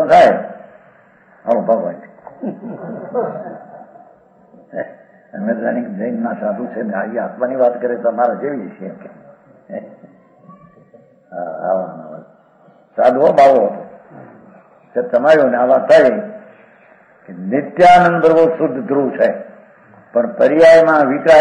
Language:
Gujarati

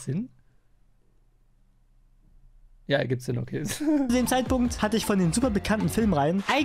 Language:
German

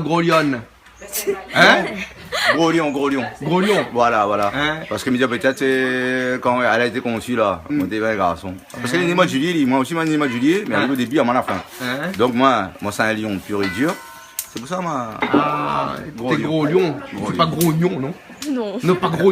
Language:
Réunion Creole French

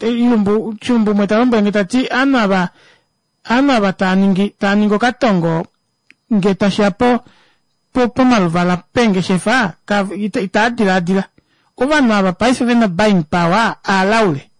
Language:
Kuanyama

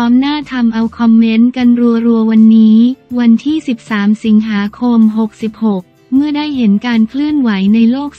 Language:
Thai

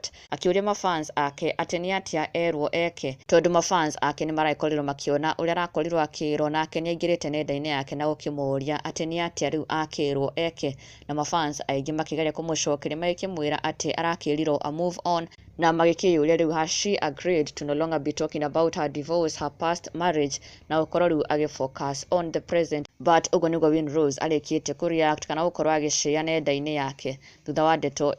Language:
Kikuyu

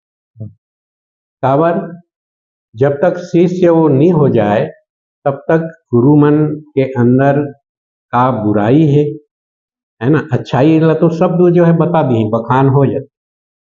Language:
Chhattisgarhi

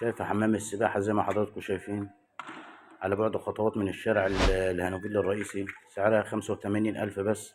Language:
Egyptian Arabic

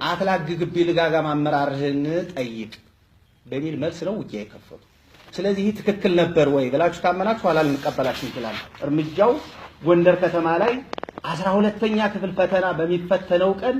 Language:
Amharic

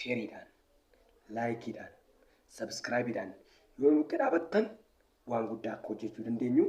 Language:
Oromo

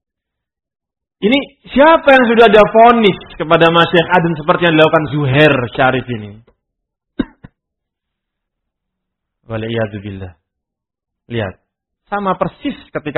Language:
Indonesian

